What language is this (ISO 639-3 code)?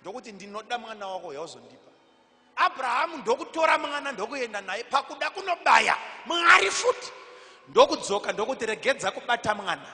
sna